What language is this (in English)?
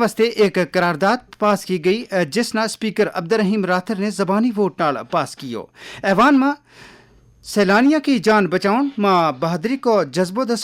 Gujari